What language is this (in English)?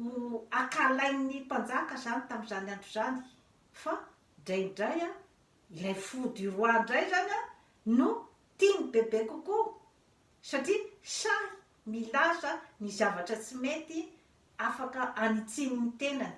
Malagasy